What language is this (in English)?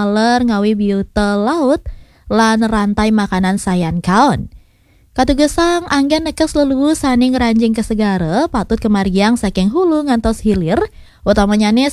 Balinese